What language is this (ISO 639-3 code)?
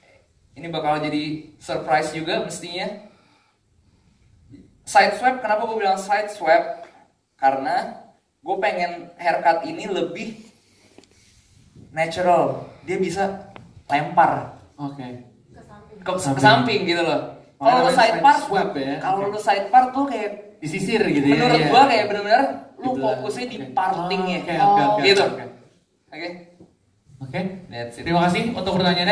ind